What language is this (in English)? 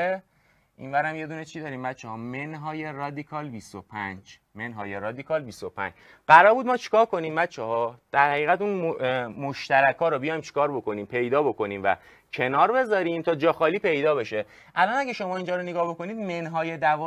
Persian